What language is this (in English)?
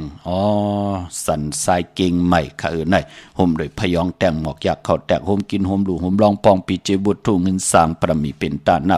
Shan